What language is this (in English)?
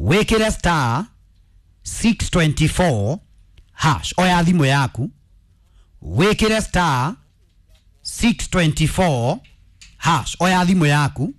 Kikuyu